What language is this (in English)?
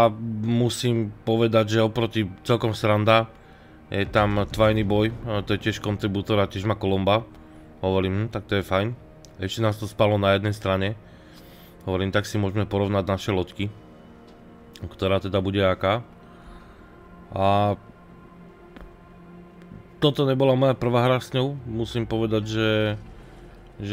Slovak